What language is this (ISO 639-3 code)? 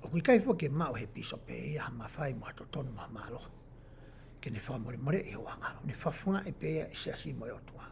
ton